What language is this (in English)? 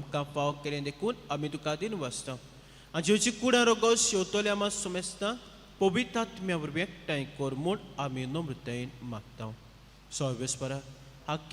Konkani